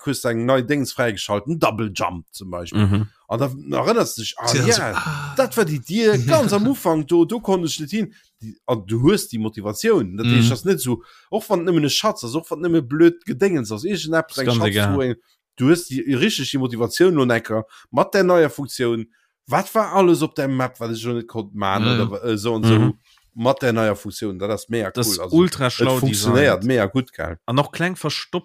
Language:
Luxembourgish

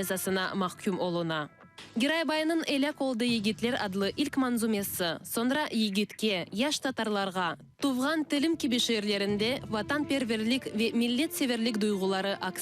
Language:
Crimean Tatar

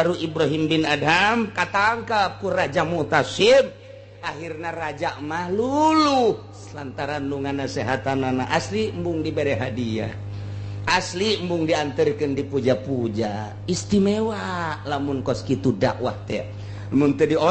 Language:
Sundanese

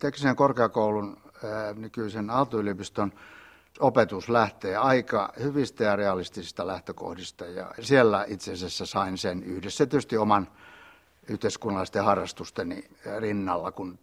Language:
Finnish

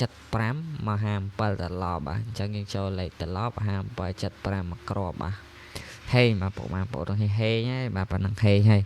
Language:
Khmer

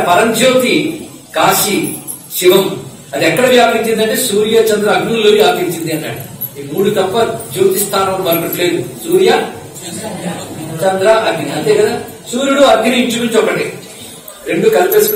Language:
Telugu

